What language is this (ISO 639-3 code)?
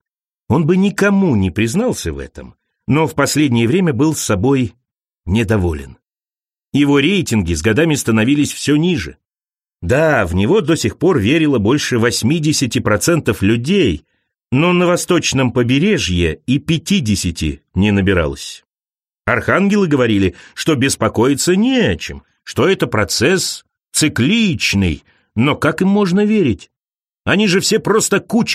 rus